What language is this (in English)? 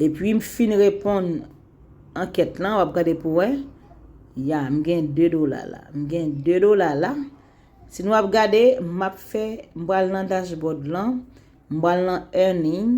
Haitian Creole